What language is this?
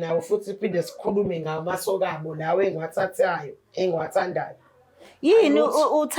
Zulu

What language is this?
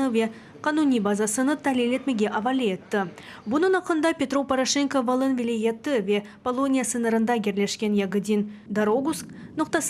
Crimean Tatar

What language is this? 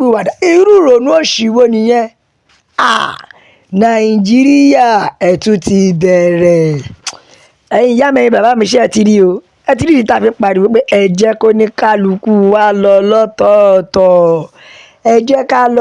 Yoruba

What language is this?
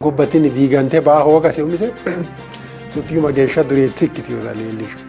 Sidamo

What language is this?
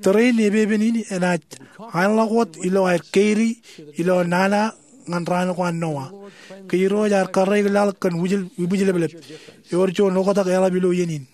Marshallese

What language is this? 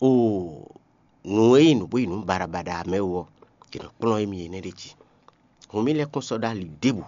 Fon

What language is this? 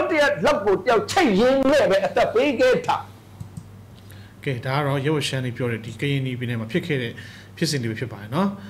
Burmese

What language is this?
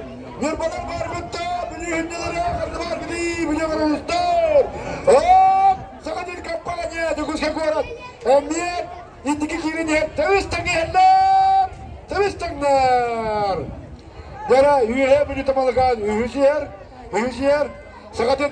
Yakut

